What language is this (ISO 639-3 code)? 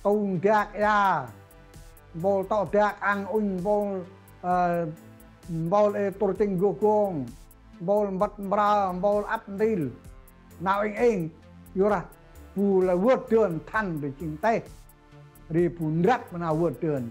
cmo